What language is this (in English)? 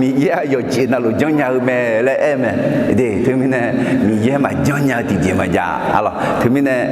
Akha